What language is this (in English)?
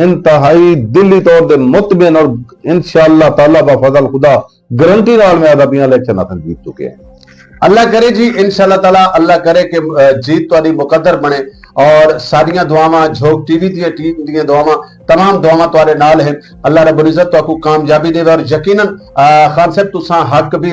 Saraiki